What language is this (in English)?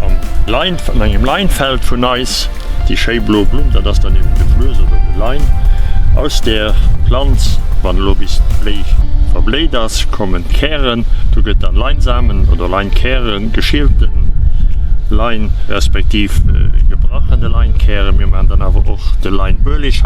Luxembourgish